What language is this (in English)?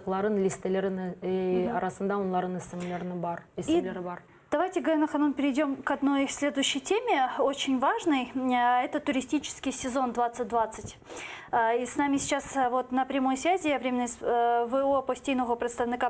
Crimean Tatar